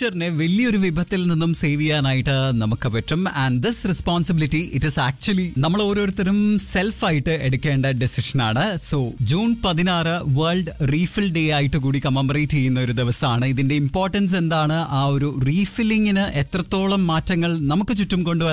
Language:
Malayalam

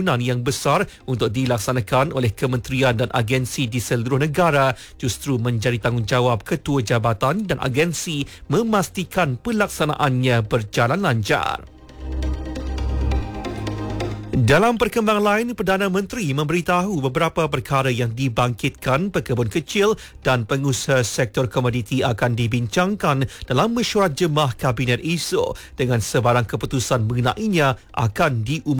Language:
Malay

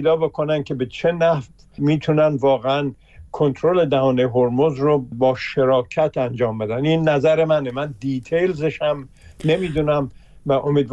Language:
Persian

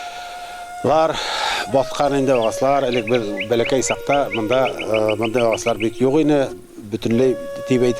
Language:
Bashkir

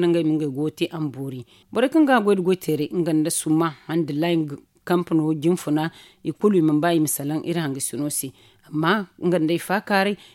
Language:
Zarma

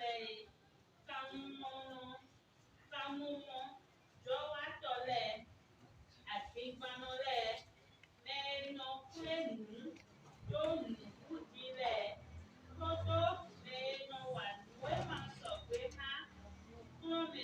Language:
Fon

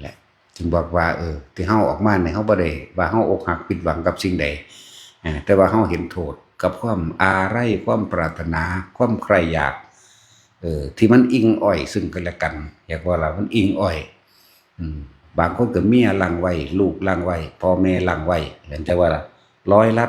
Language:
Northeastern Thai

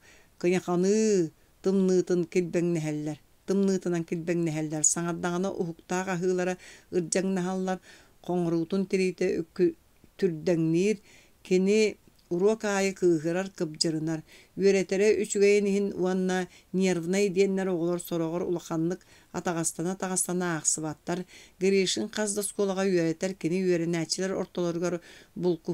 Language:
Yakut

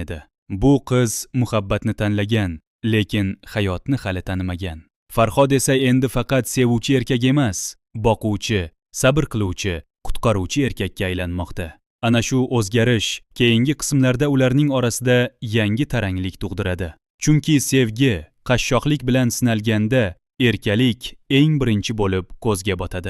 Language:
Uzbek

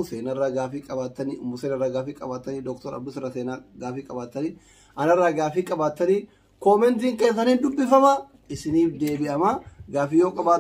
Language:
Oromo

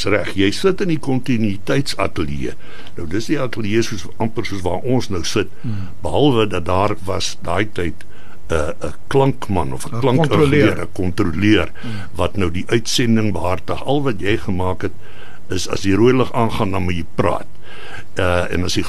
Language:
Afrikaans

